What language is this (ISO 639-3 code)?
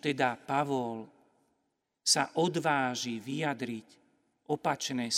slk